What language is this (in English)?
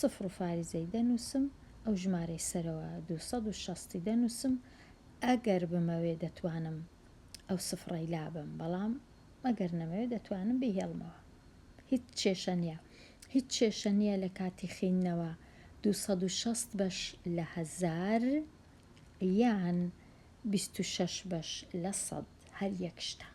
Central Kurdish